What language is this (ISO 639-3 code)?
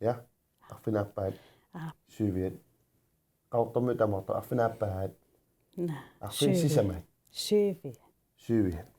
kal